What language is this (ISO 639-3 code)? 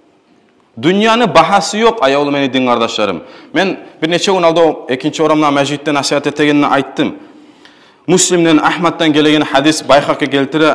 kum